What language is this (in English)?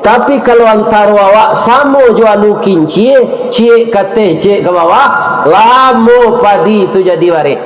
Minangkabau